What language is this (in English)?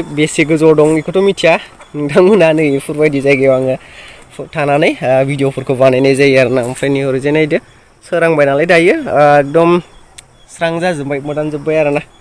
Bodo